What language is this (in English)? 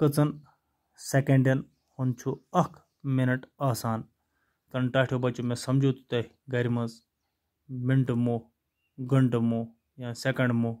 Kashmiri